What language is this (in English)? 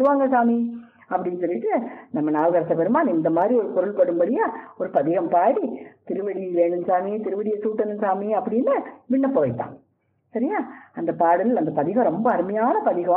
Tamil